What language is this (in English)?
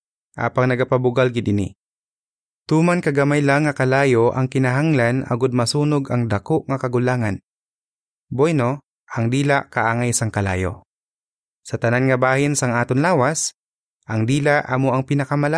Hiligaynon